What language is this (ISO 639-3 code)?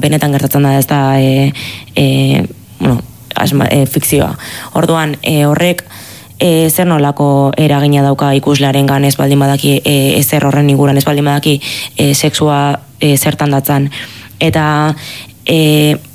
eus